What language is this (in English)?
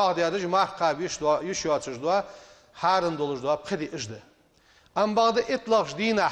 Ingush